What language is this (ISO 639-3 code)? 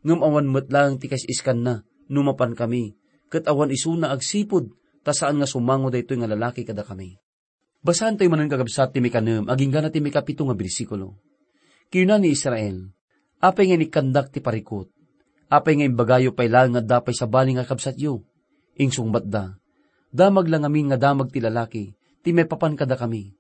ilo